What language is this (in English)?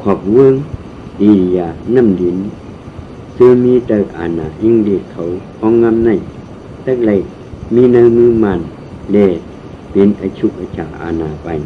Shan